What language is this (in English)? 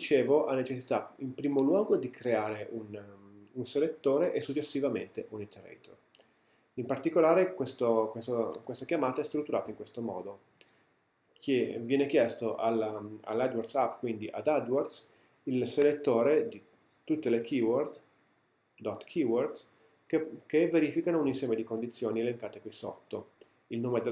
Italian